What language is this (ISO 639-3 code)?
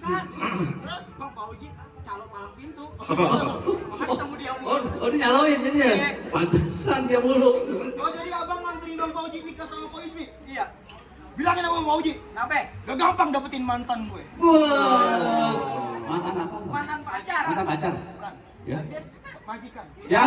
bew